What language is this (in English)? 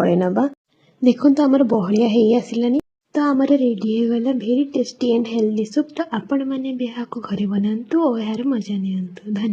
Odia